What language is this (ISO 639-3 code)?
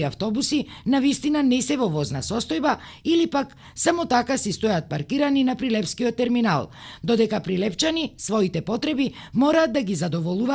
mkd